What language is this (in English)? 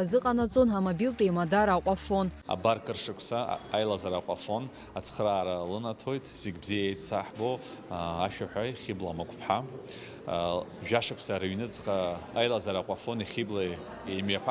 Abkhazian